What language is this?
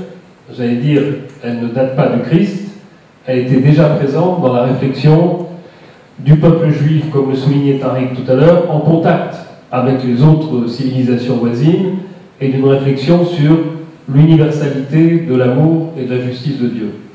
French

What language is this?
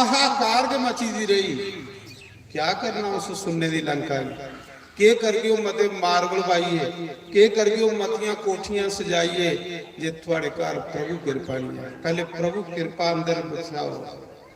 Dogri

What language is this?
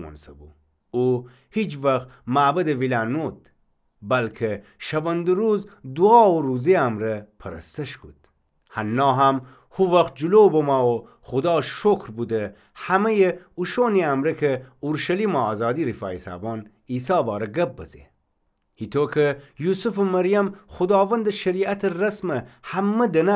Gilaki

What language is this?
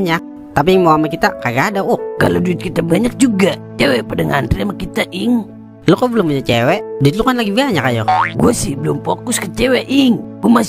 Betawi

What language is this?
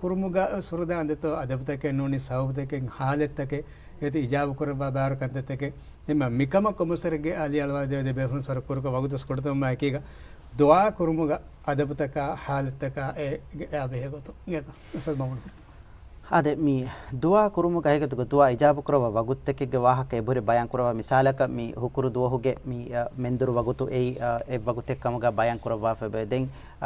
Divehi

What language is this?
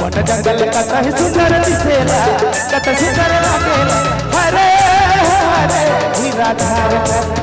Sadri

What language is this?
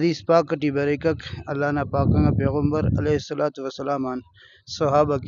Brahui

